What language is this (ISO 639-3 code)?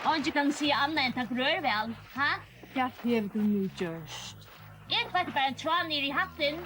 fao